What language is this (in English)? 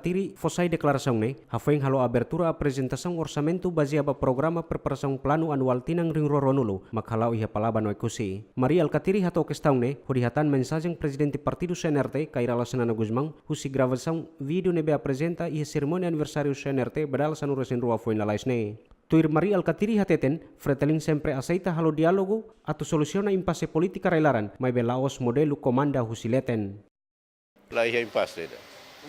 Tetum